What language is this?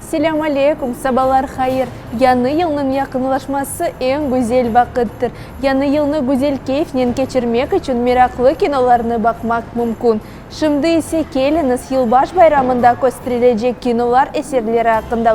Crimean Tatar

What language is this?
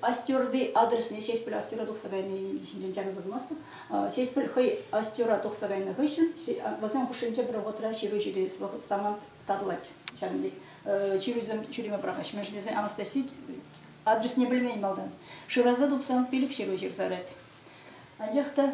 Chuvash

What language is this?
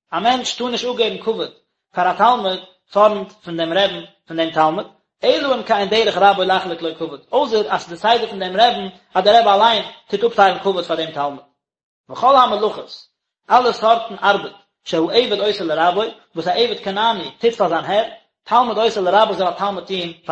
Yiddish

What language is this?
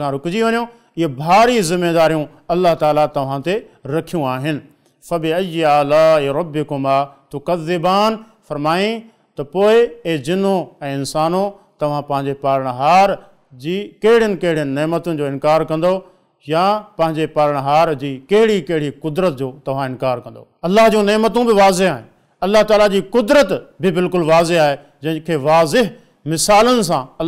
Sindhi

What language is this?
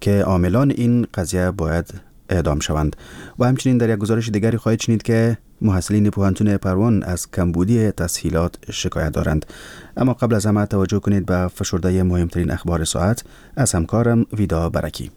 Persian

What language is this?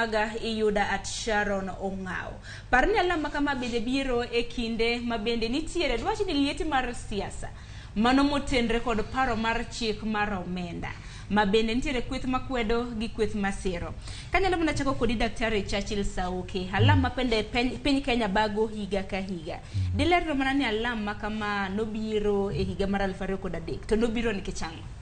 Luo (Kenya and Tanzania)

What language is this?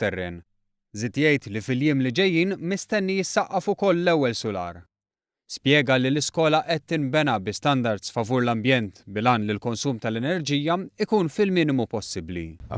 Maltese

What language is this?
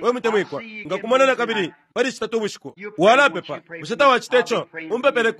Bemba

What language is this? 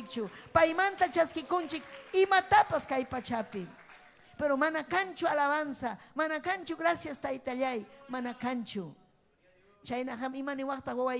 Ayacucho Quechua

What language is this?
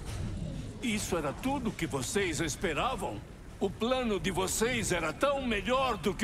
Portuguese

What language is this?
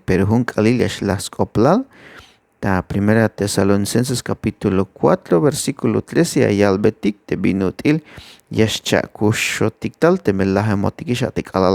Tzeltal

